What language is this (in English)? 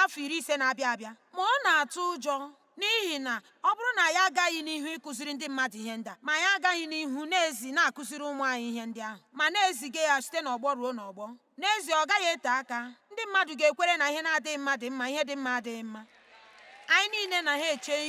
Igbo